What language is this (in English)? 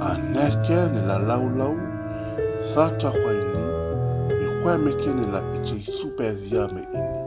Dehu